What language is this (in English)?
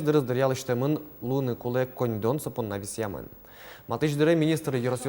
Udmurt